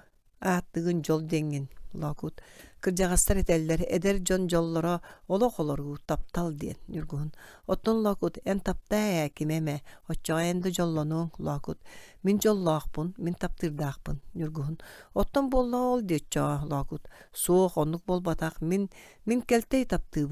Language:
Yakut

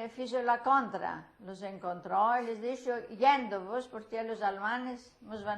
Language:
Ladino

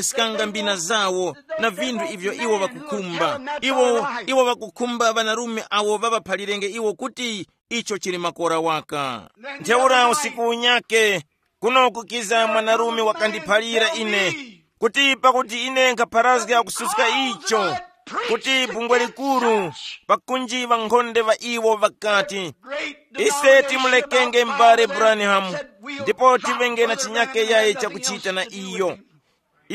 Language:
Tumbuka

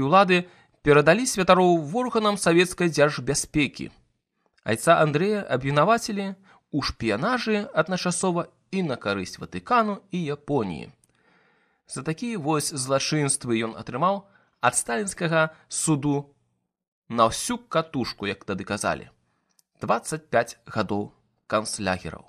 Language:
Belarusian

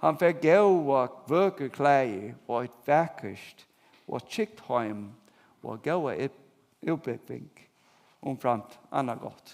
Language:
Faroese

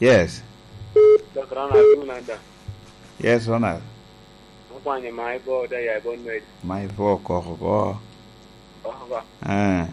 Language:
Lango (Uganda)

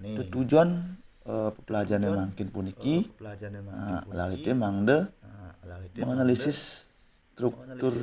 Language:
Balinese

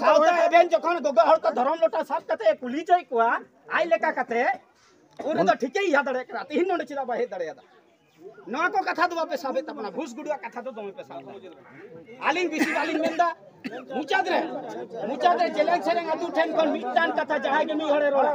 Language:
Santali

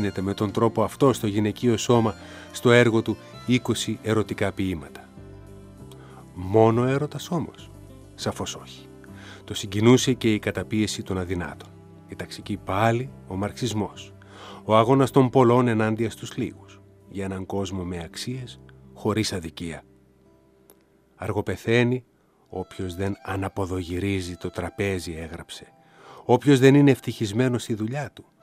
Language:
Greek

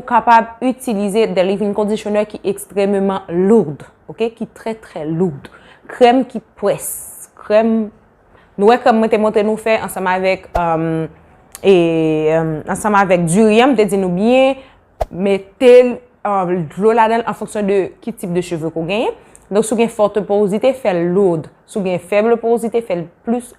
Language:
Haitian Creole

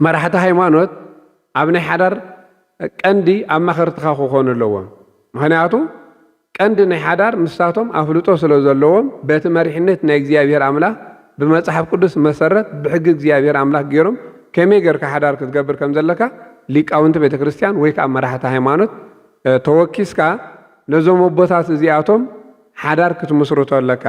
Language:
Tigrinya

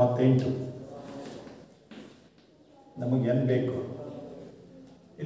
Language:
Kannada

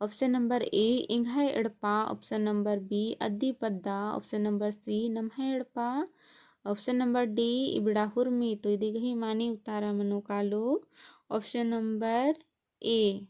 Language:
Kurukh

